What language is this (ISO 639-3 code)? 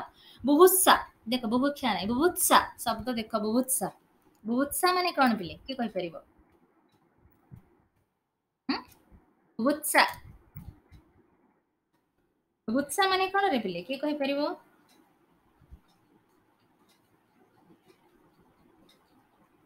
ori